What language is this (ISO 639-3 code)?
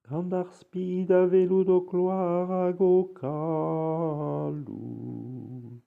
bre